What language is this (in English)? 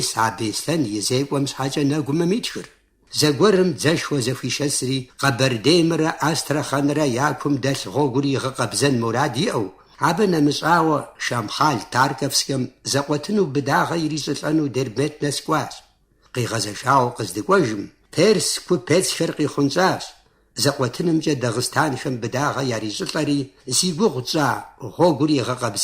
Kabardian